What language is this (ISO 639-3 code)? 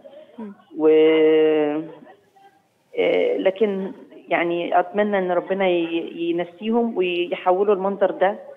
arz